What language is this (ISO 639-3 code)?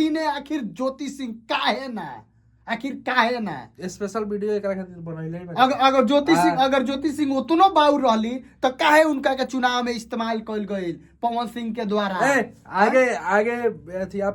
bho